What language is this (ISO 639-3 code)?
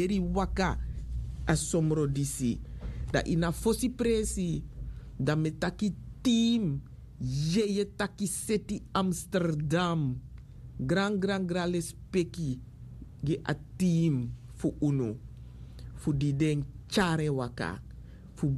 srn